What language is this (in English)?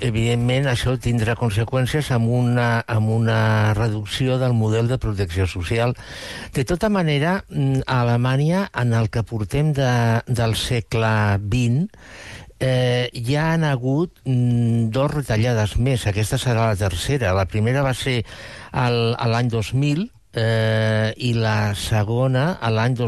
Catalan